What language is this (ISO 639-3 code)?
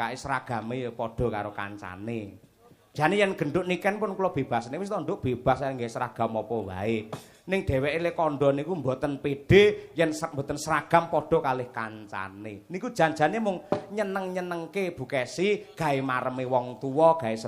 jav